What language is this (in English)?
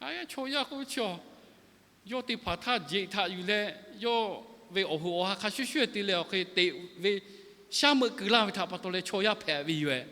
Lahu